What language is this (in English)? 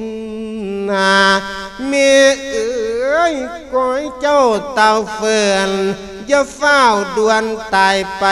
Lao